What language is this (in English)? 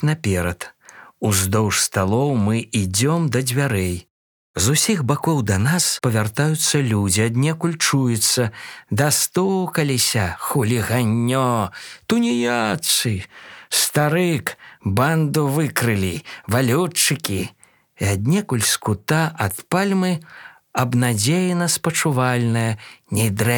Belarusian